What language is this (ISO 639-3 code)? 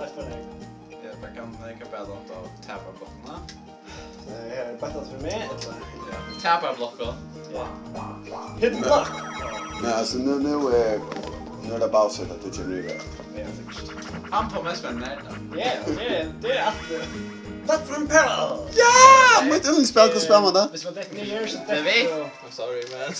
fao